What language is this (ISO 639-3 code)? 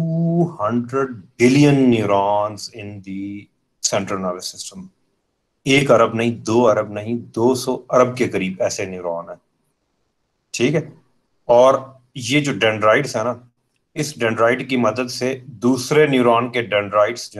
hin